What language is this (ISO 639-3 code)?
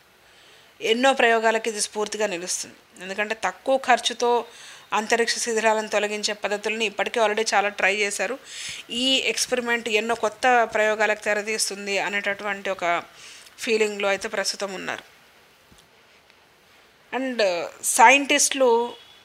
tel